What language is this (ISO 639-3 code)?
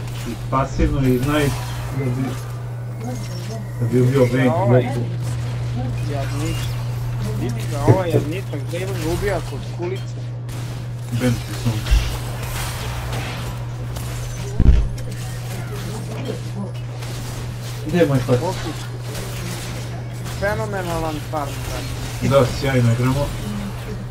hrv